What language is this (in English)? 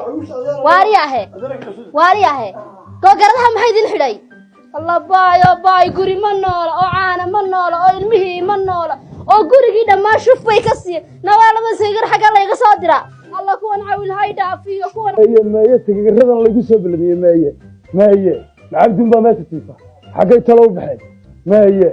Somali